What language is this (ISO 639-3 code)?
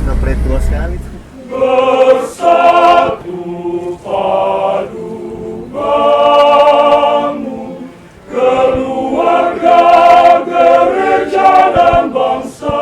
xmm